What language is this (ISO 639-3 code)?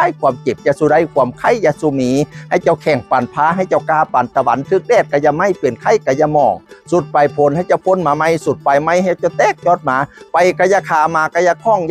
tts